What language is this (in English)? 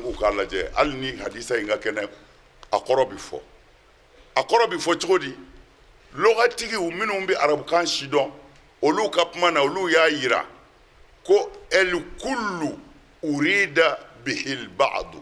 Bambara